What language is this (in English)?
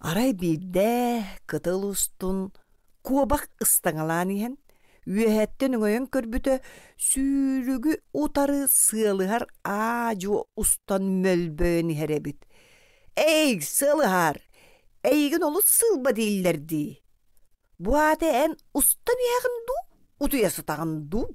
Yakut